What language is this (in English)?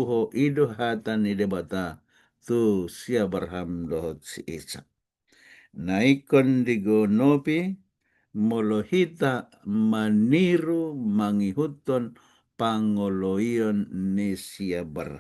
Batak Toba